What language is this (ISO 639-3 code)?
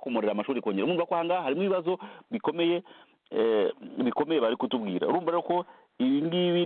kin